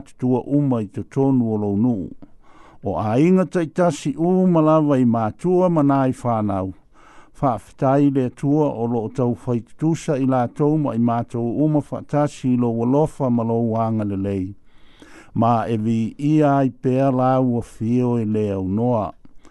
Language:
Samoan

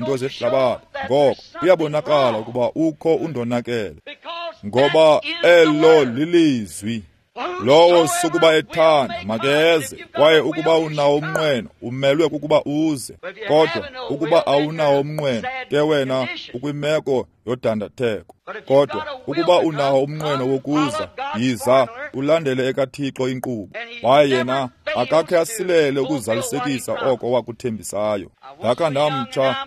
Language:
Xhosa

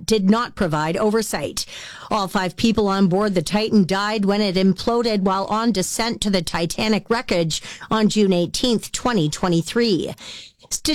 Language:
English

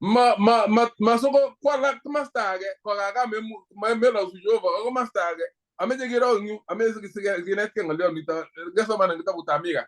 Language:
Kalenjin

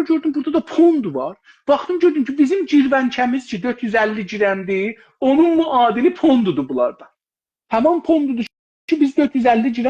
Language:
South Azerbaijani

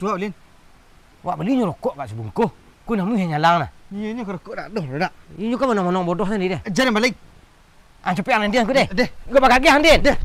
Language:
Minangkabau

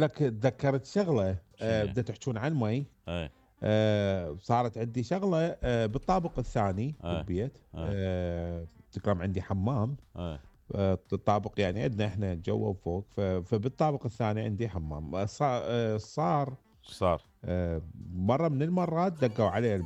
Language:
Mesopotamian Arabic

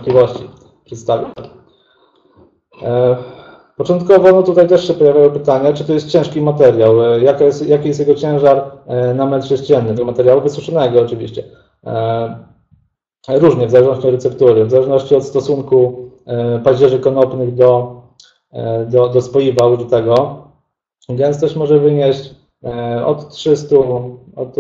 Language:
Polish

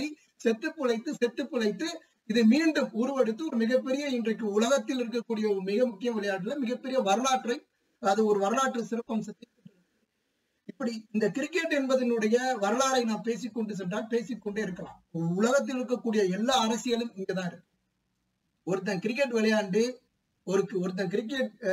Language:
Tamil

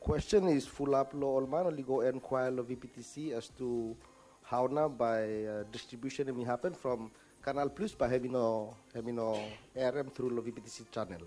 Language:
Bislama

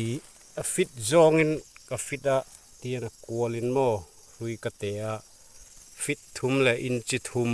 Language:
Mizo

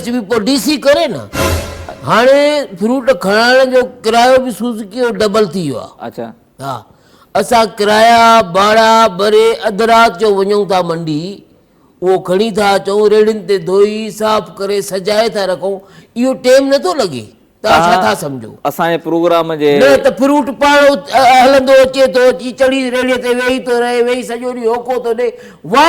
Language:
Sindhi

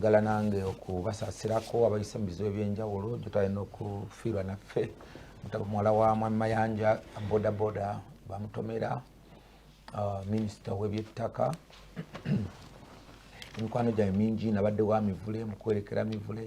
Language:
Ganda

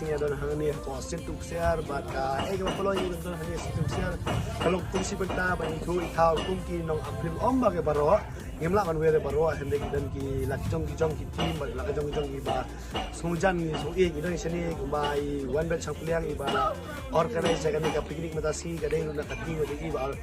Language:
Khasi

